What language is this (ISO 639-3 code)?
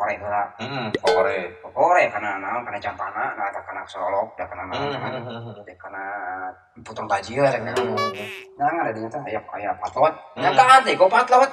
sun